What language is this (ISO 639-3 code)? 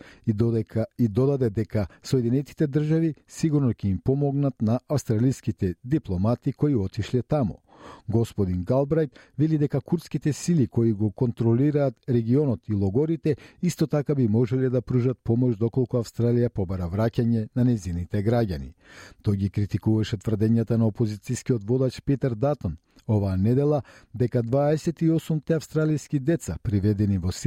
mkd